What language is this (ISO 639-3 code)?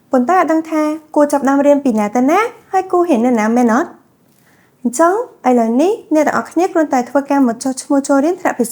khm